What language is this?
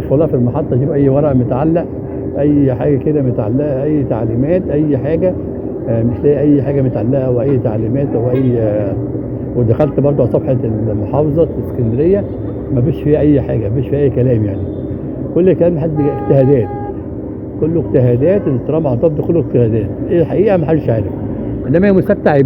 Egyptian Arabic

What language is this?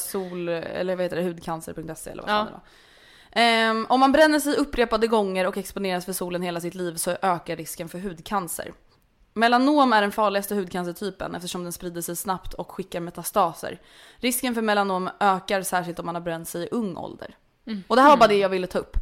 Swedish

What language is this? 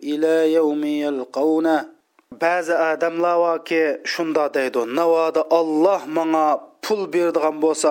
Uyghur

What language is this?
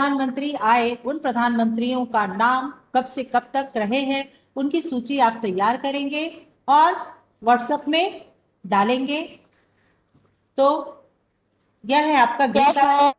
Hindi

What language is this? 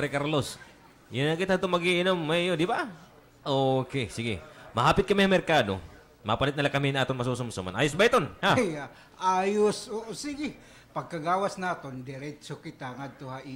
Waray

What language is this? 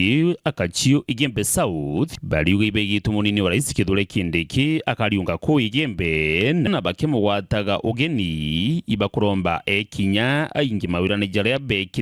Meru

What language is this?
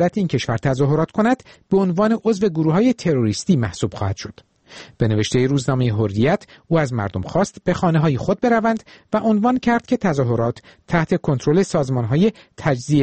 Persian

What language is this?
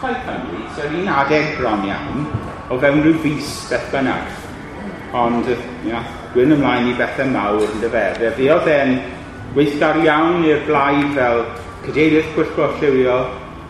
Welsh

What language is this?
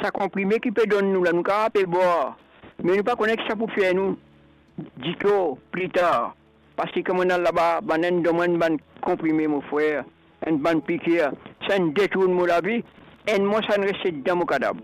Morisyen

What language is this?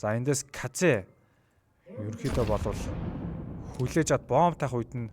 Mongolian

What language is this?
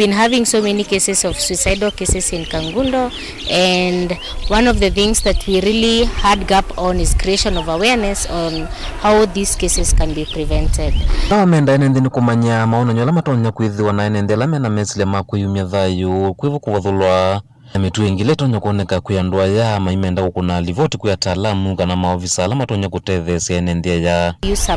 Kamba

